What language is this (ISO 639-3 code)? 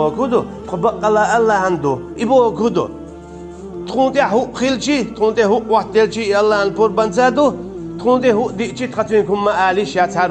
che